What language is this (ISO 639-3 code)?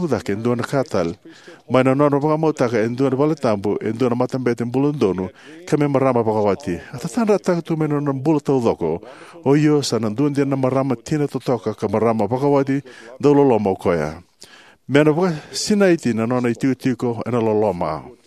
fij